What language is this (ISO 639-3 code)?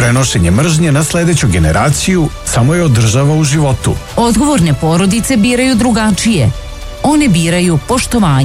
srp